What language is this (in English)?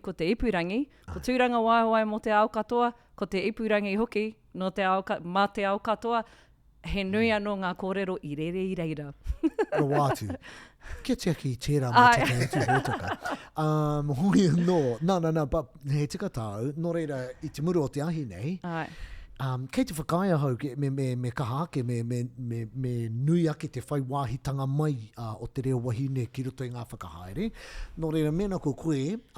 Māori